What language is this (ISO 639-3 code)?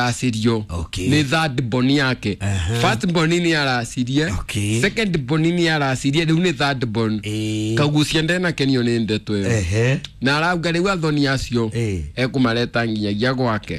kik